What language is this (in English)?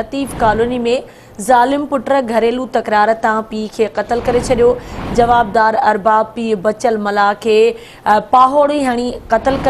Sindhi